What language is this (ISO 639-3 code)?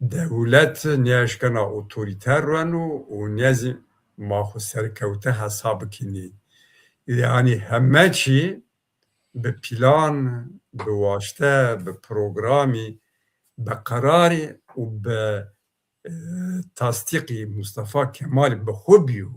zza